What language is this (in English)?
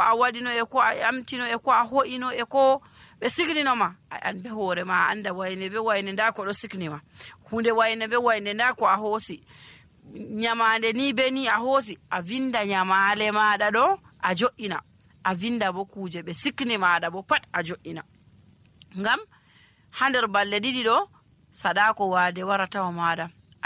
Nigerian Fulfulde